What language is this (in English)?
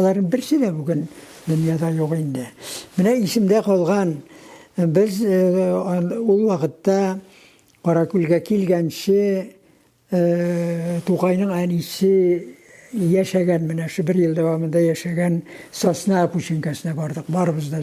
Tatar